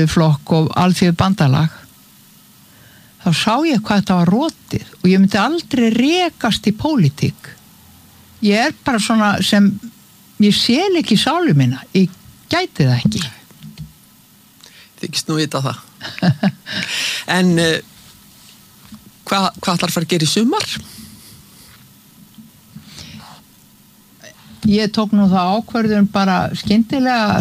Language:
Icelandic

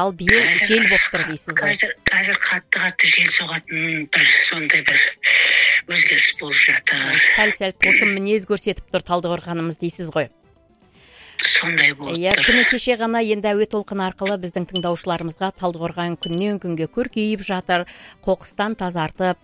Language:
Kazakh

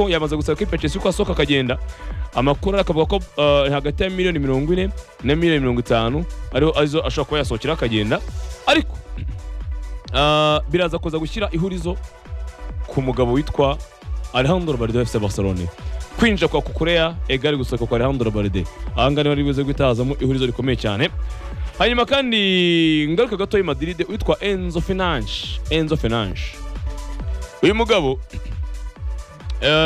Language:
Kinyarwanda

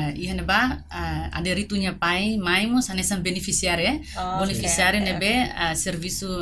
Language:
Tetum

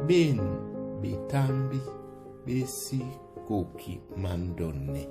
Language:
Duala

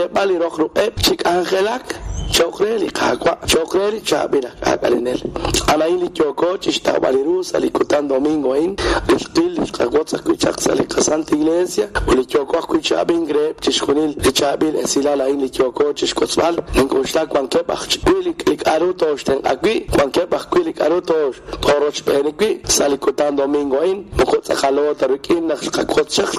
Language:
Kekchí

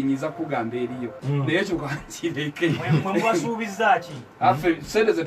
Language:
Ganda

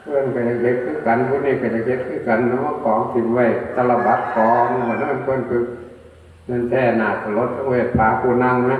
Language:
Northeastern Thai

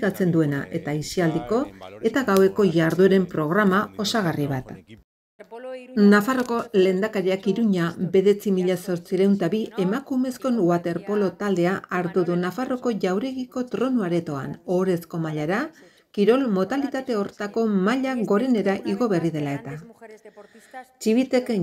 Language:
Basque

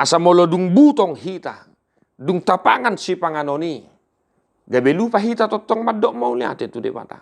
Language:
Batak Toba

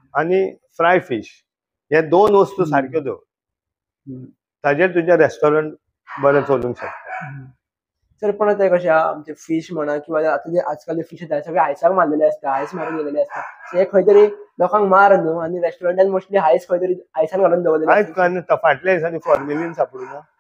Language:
Konkani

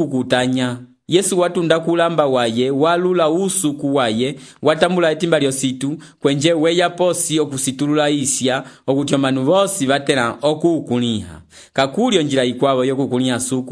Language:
Umbundu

